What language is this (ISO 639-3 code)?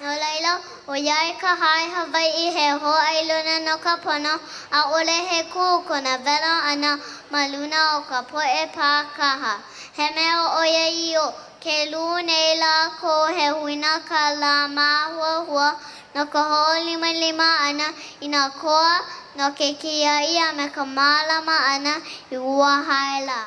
haw